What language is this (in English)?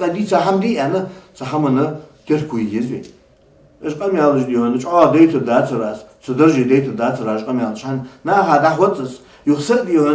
Ingush